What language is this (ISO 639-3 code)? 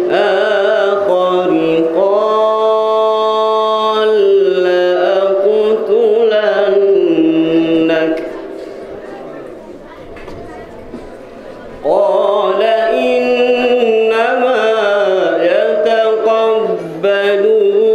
ara